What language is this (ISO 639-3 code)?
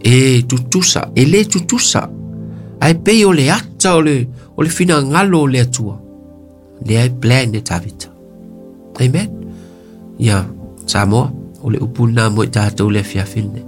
smo